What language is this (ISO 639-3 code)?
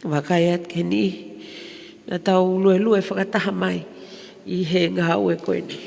ton